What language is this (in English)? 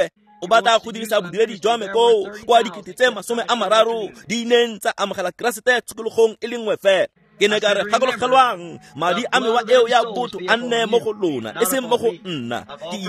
Tswana